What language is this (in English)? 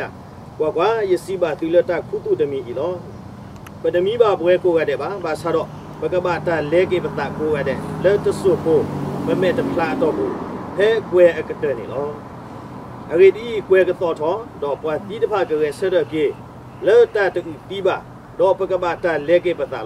S'gaw Karen